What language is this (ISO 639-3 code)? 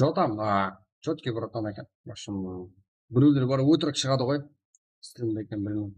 kaa